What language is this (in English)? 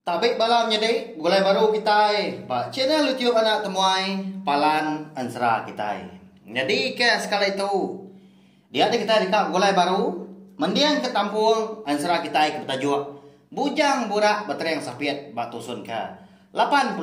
Iban